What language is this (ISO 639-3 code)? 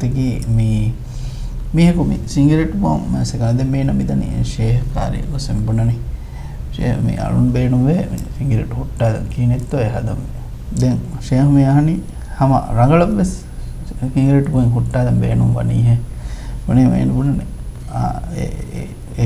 div